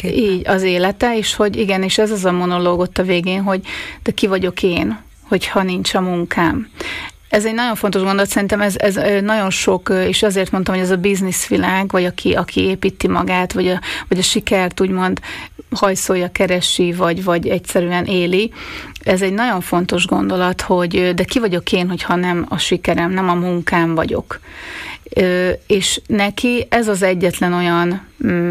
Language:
Hungarian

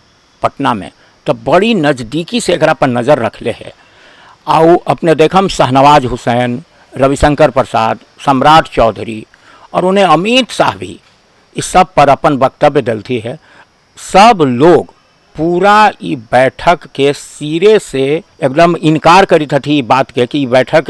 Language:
Magahi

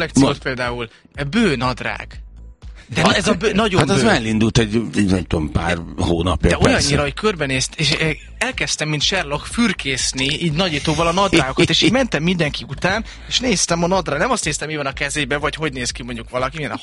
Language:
Hungarian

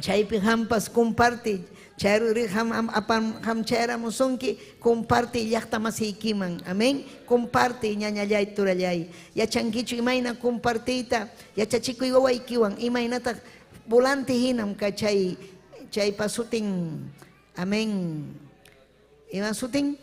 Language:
Ayacucho Quechua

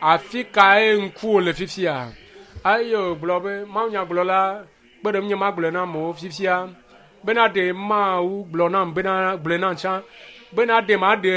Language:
Ewe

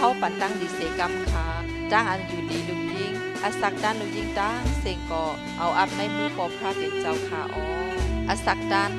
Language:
Shan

